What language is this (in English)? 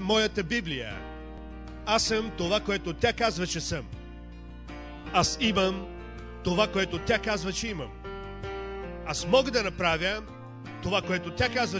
Bulgarian